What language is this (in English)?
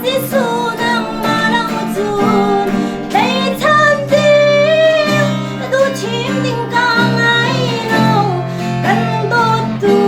Hakha Chin